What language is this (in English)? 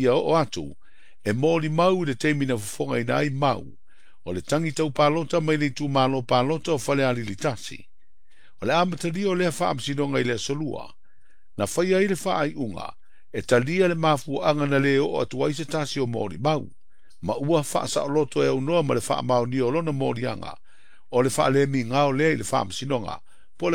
Samoan